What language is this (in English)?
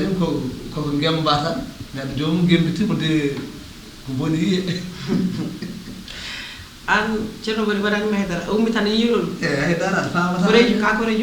Fula